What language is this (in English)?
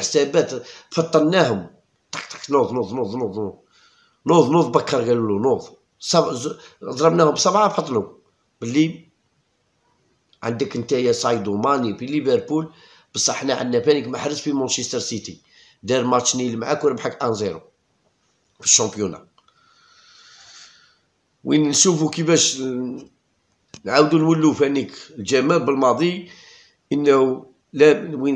Algerian Arabic